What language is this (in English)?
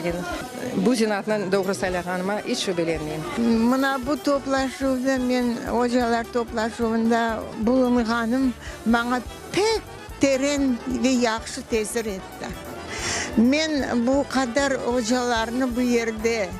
Crimean Tatar